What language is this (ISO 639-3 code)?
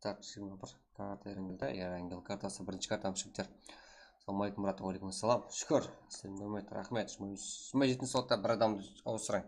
kaa